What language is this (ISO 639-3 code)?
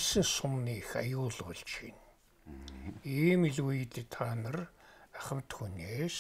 mon